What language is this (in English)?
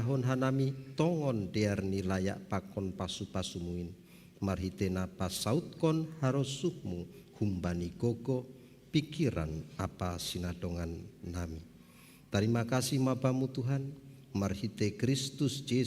Batak Simalungun